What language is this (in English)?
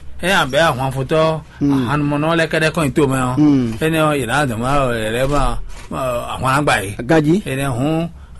Fon